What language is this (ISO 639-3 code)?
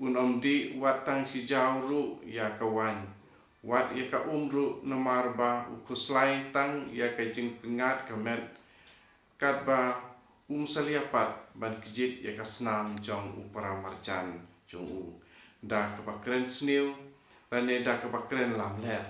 kha